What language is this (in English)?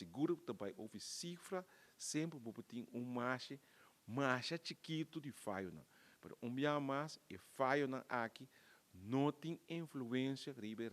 Papiamento